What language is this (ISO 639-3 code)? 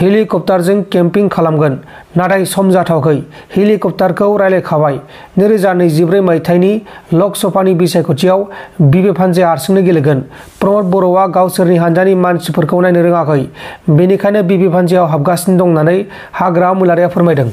brx